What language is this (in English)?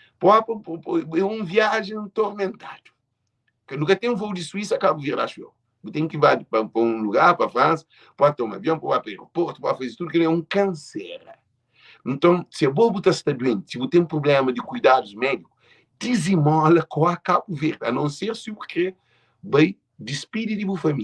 Kabuverdianu